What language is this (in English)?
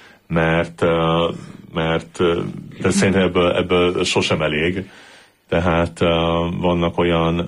Hungarian